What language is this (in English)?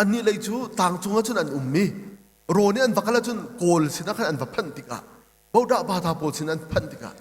Hakha Chin